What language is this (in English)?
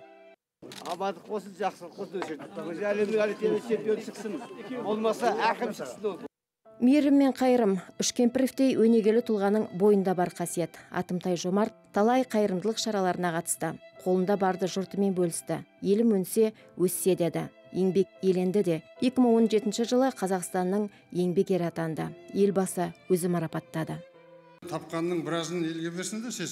Kazakh